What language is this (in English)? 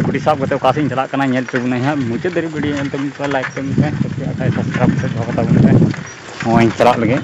Santali